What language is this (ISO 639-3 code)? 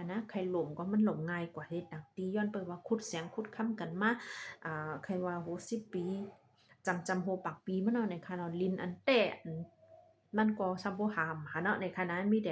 shn